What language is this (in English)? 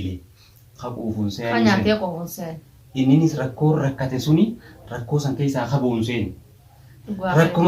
Oromo